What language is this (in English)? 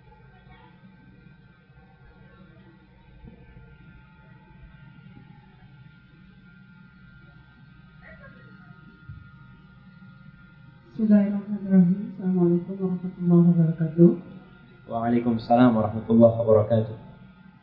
Indonesian